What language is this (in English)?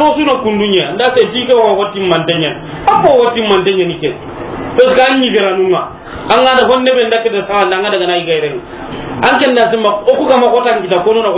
Soninke